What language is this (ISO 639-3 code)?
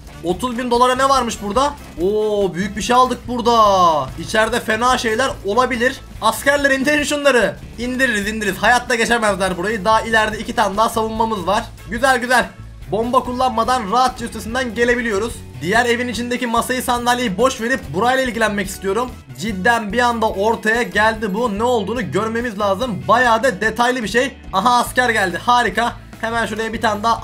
tur